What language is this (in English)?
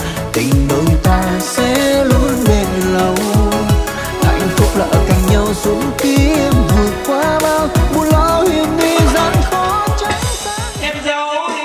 Vietnamese